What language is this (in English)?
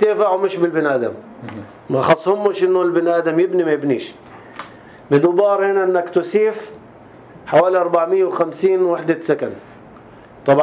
North Levantine Arabic